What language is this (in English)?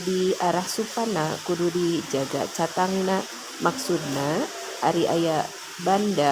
Sundanese